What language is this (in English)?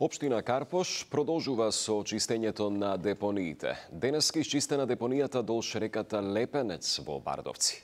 Macedonian